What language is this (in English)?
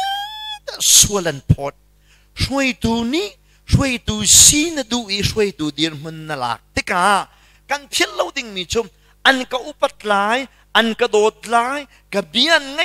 Hakha Chin